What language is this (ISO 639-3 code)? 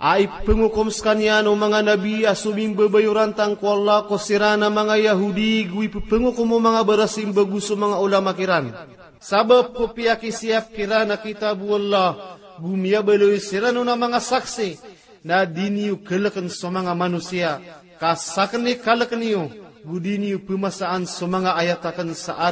mrw